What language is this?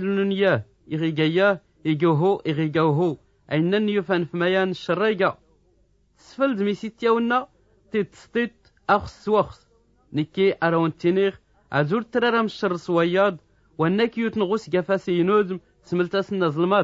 Tachelhit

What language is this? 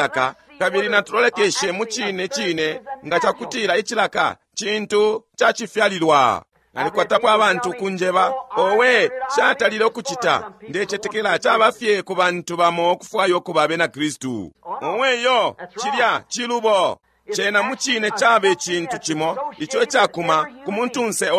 Bemba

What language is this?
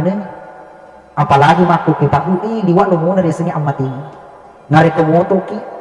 Buginese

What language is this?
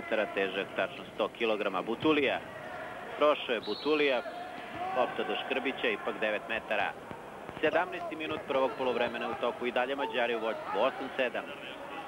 Serbian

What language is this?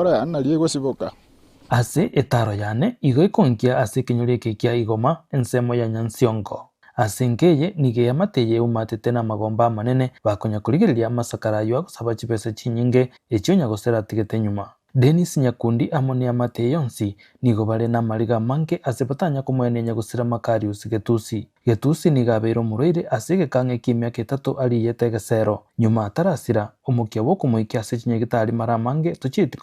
Gusii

